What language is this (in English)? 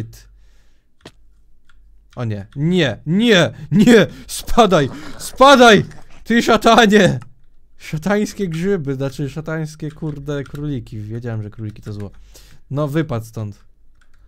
Polish